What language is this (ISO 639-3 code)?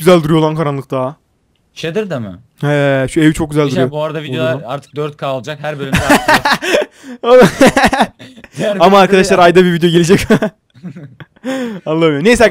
tur